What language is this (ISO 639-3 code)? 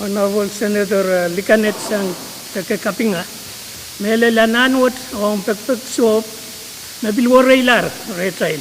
pon